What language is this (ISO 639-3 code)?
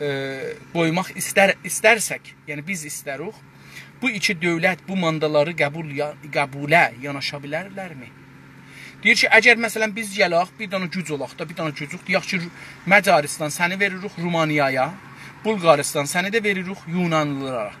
azb